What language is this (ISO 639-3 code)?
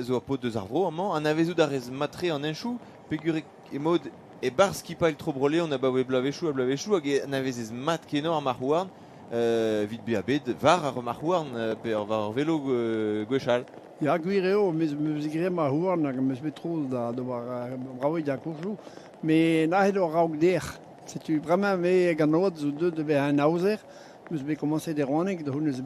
bre